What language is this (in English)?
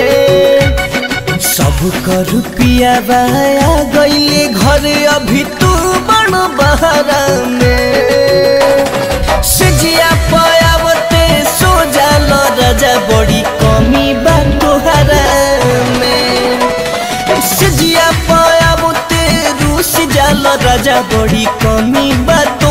Bhojpuri